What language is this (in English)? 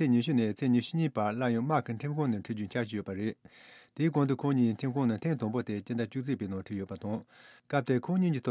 Tibetan